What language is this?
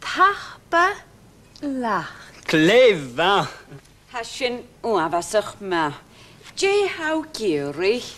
Scottish Gaelic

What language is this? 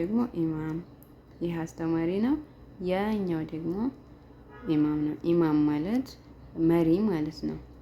Amharic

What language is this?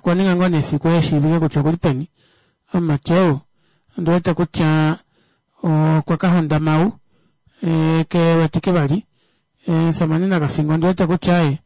Kuanyama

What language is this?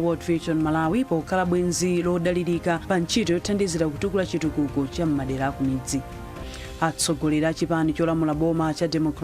Nyanja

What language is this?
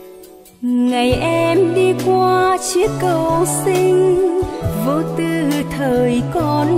Vietnamese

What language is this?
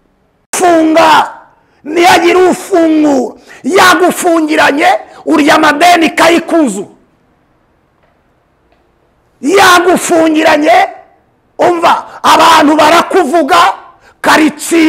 Kinyarwanda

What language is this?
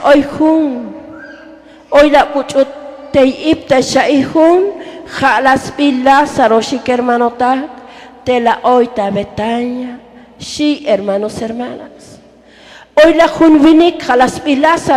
Tzotzil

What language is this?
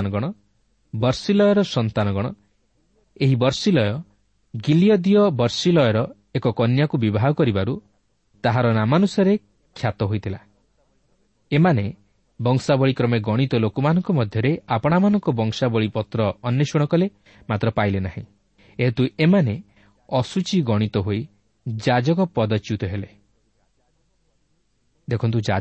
Odia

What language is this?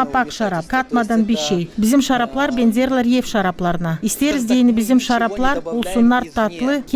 Gagauz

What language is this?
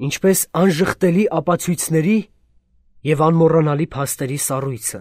Armenian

